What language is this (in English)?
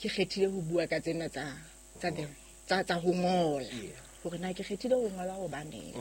Southern Sotho